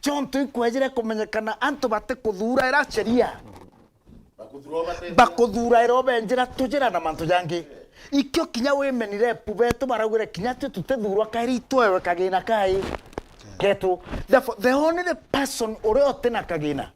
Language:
Meru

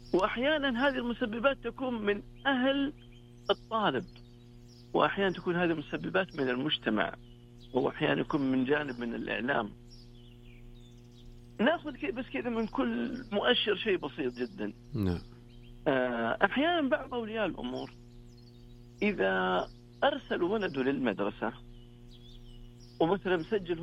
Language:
Arabic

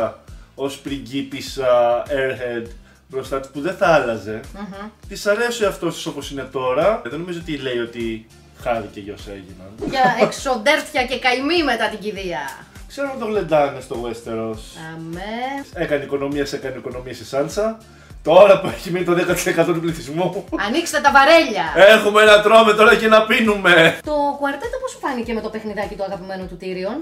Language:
Greek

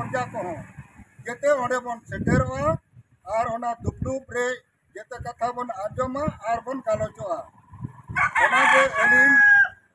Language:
Santali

